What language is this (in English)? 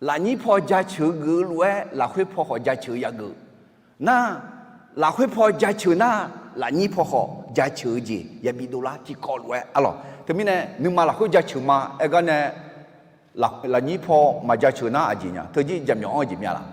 Akha